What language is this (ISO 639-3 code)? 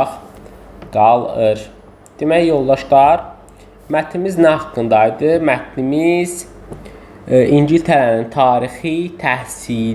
aze